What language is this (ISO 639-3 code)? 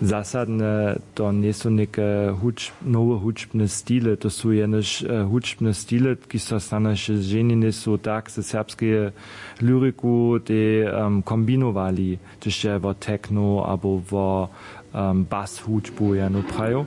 hsb